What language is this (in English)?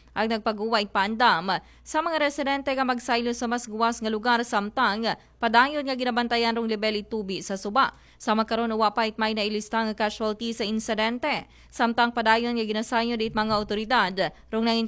Aklanon